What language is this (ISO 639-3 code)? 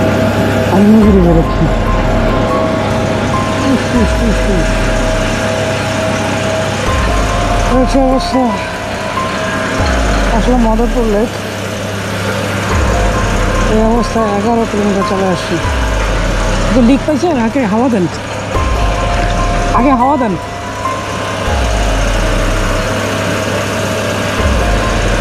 ben